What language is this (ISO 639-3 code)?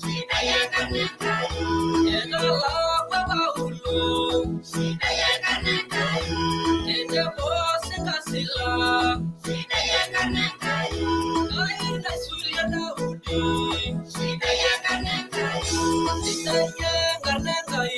mas